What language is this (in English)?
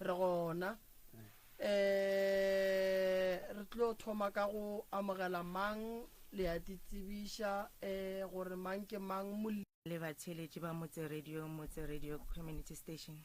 Northern Sotho